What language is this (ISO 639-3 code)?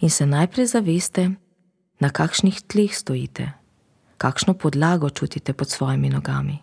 slv